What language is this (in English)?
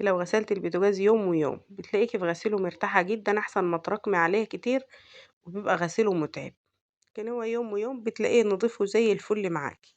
Egyptian Arabic